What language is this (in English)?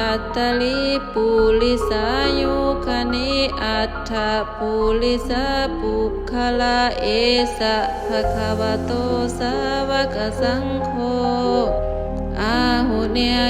Pali